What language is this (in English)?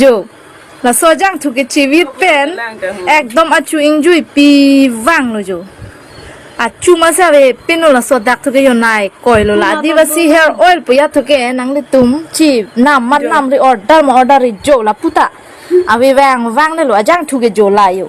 Karbi